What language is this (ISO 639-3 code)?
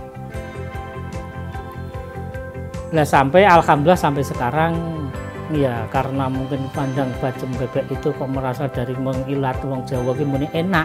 ind